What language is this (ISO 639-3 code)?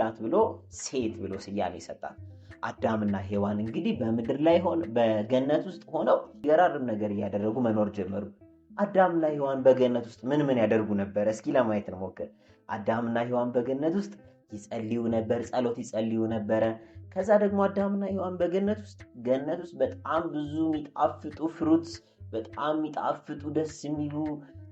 amh